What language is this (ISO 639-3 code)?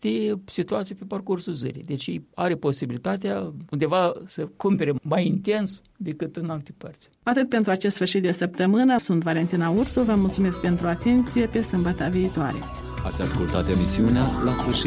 ron